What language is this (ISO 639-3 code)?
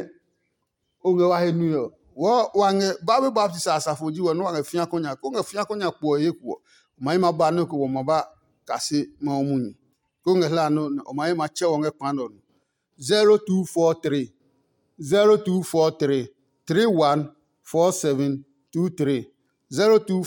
ada